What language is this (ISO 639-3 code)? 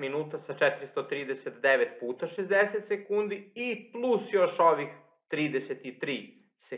srp